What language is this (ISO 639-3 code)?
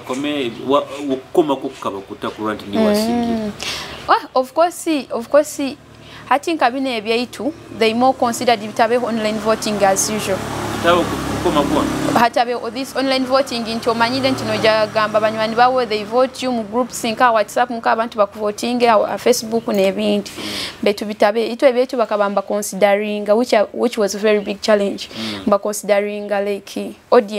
nyo